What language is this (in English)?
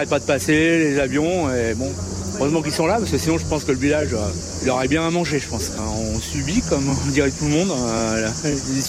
French